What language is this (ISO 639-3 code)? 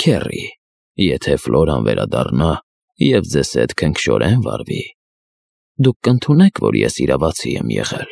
hye